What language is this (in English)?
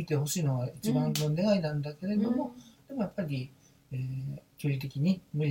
Japanese